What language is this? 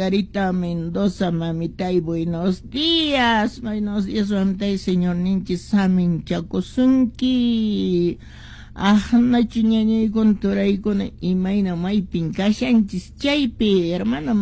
Quechua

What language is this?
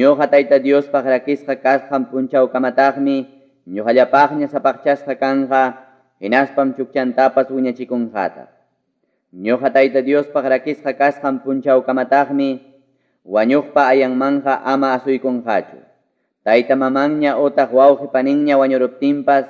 Ayacucho Quechua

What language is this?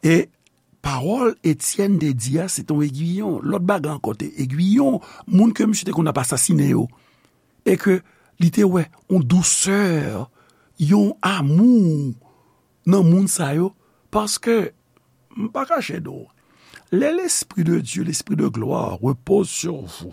Haitian Creole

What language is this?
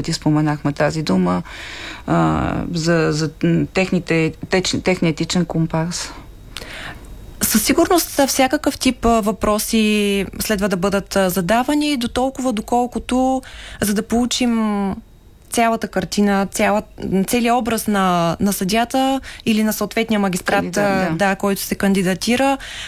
Bulgarian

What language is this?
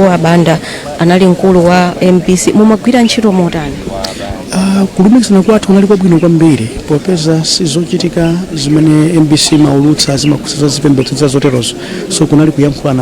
Nyanja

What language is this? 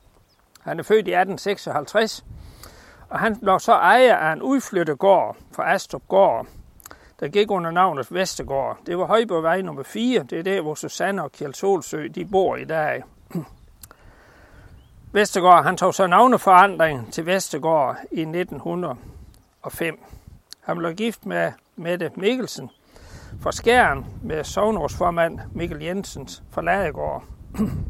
Danish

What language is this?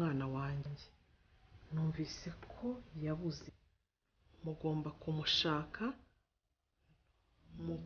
Kinyarwanda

